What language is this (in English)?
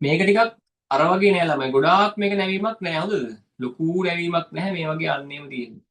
Sinhala